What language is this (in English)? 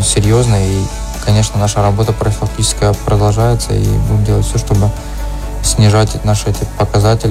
Russian